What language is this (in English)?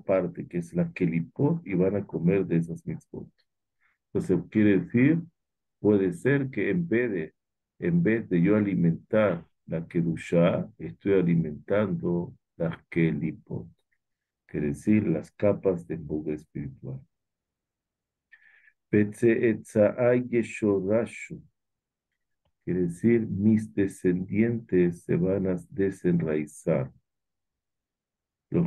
Spanish